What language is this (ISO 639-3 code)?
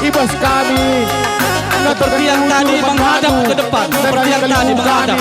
btx